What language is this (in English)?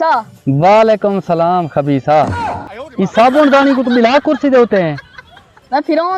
Saraiki